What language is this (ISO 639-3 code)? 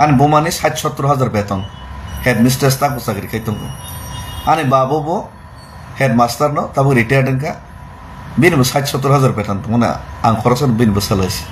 trp